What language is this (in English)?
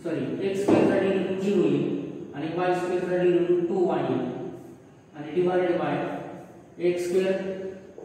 Marathi